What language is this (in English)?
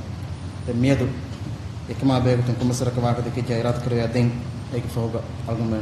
Divehi